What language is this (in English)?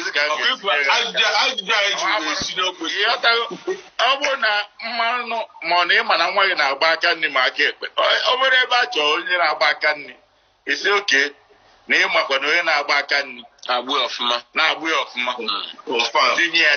Igbo